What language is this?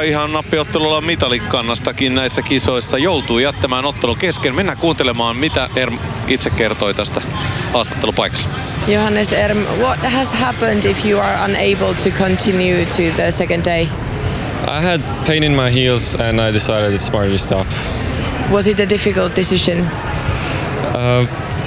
Finnish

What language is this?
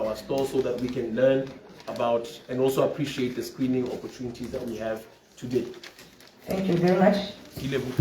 Tswana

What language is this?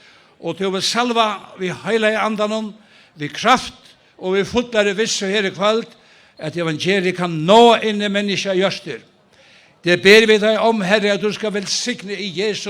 Faroese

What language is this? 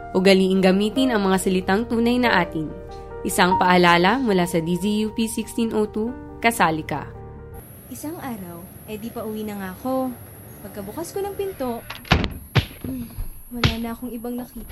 Filipino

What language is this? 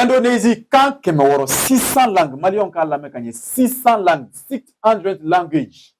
Bambara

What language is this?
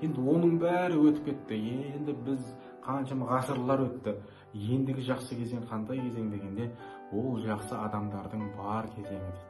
Kazakh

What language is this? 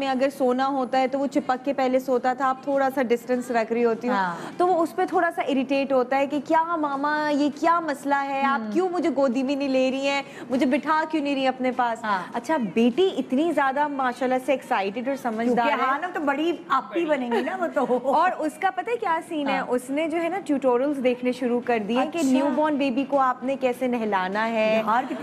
Urdu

